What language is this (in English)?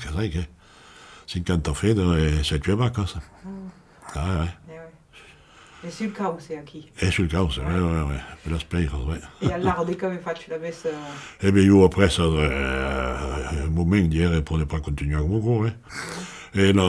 Occitan